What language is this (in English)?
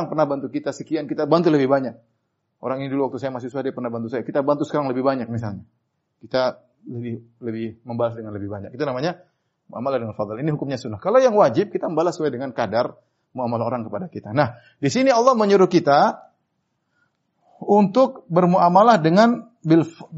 Indonesian